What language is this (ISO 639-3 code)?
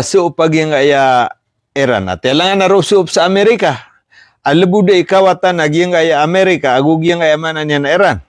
mrw